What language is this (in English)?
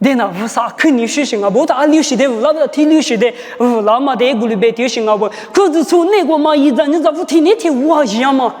Lisu